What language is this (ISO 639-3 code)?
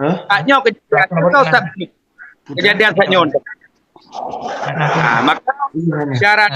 ace